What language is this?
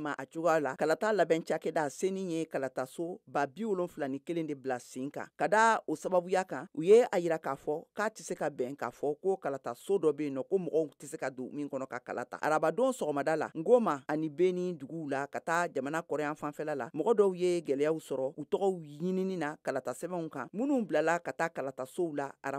Bambara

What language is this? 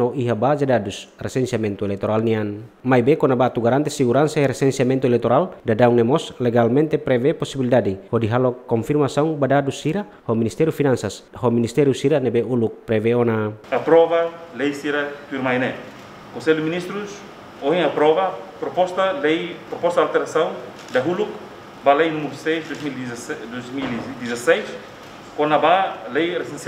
Tetum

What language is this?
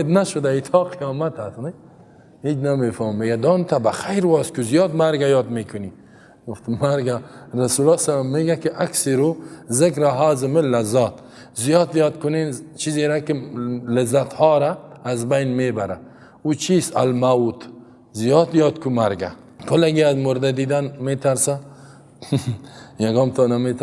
Persian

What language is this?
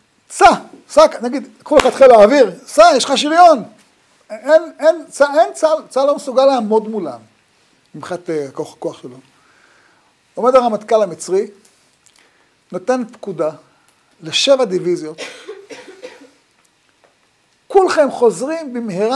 Hebrew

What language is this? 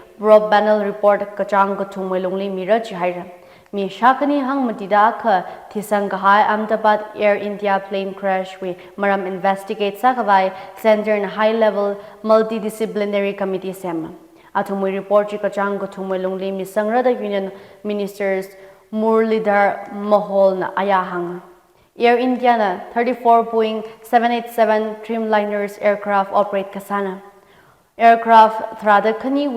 Tangkhul Naga (India)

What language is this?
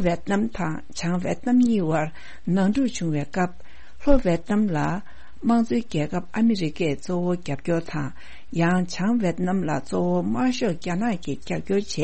Tibetan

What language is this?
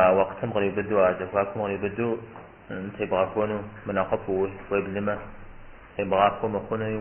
Kabardian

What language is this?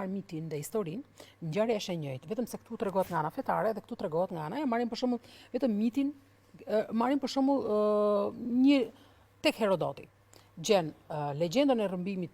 Albanian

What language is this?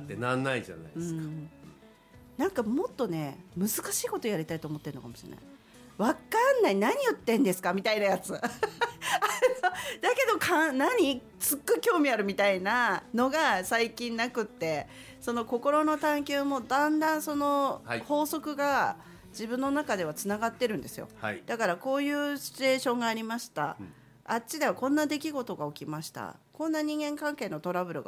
Japanese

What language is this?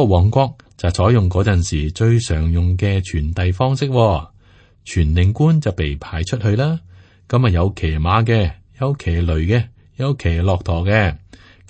Cantonese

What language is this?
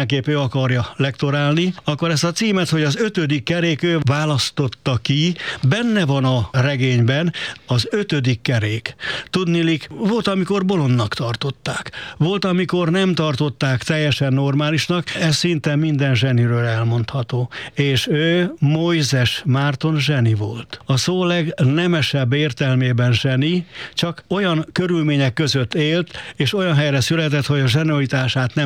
Hungarian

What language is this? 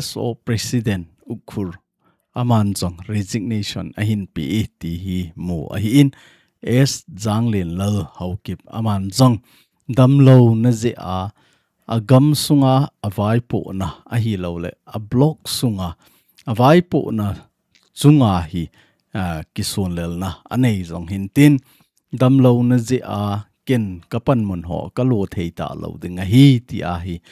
Thado Chin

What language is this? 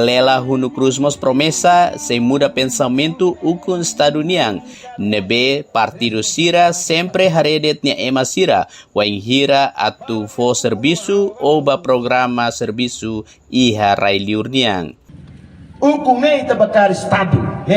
Tetum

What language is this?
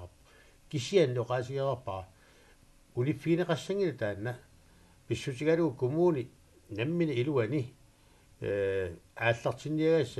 Kalaallisut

